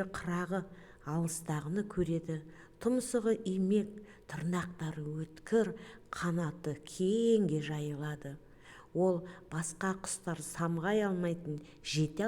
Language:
Kazakh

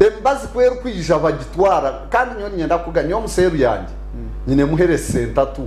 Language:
Nyankole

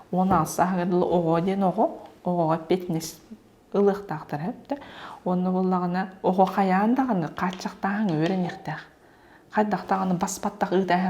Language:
Yakut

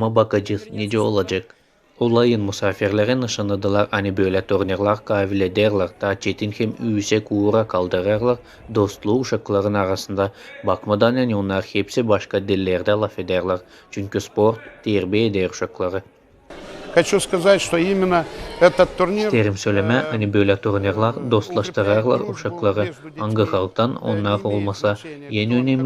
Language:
Gagauz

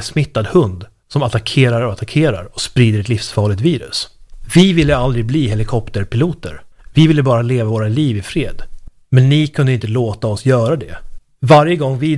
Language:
Swedish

